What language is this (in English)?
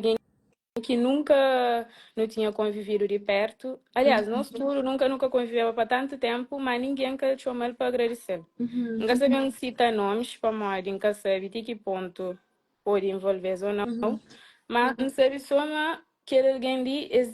Kabuverdianu